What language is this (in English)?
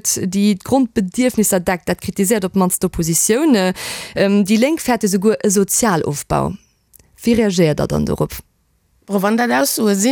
Luxembourgish